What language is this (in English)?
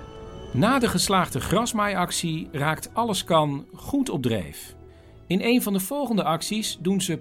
Dutch